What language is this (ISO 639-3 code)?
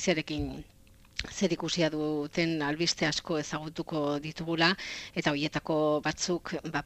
eus